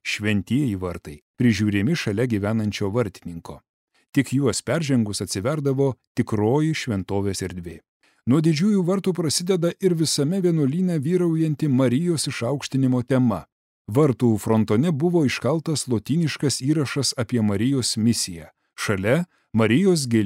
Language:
Lithuanian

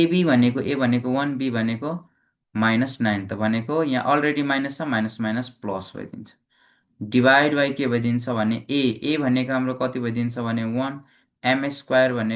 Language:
Nepali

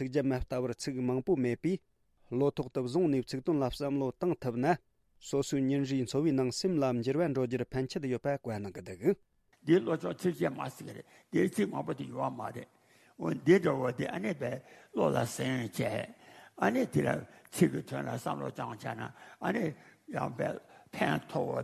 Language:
Tibetan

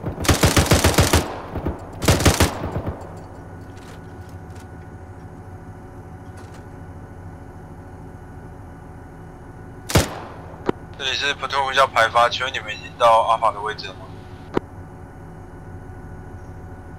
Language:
Chinese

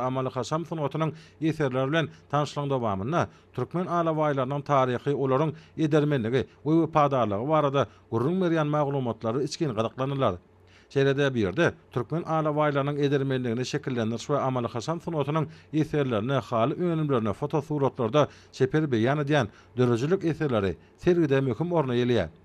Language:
Turkmen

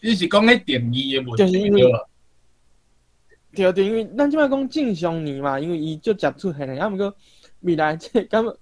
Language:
Min Nan Chinese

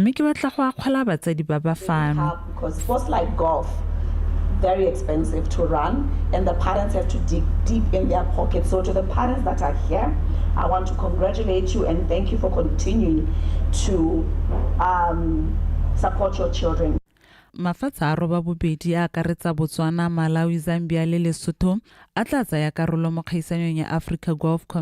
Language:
Tswana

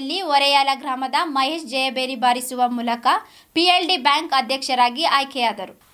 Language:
Kannada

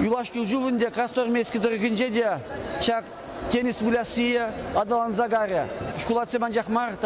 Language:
Chuvash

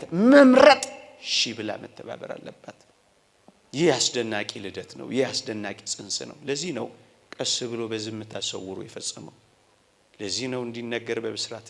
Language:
Amharic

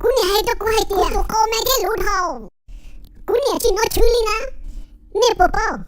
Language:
Hmong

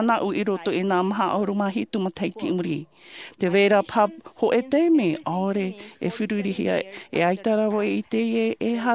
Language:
Tahitian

